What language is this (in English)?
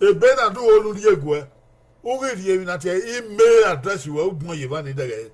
Bini